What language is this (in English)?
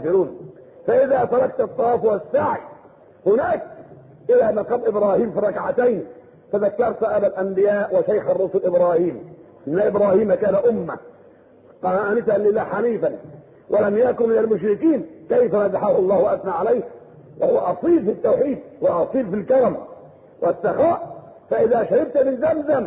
Arabic